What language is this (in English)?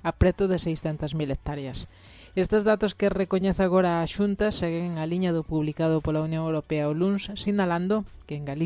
Galician